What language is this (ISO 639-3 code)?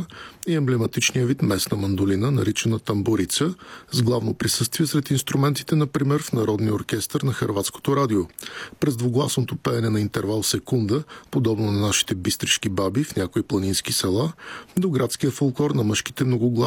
bul